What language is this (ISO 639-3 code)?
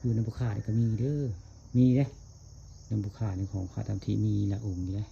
tts